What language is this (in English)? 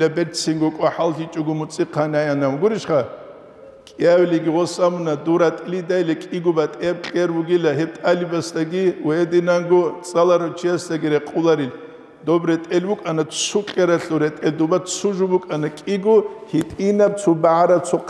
Avaric